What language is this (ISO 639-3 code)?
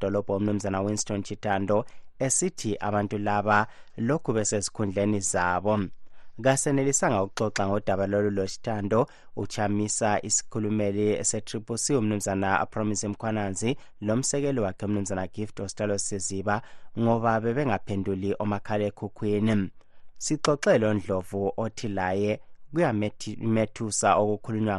nde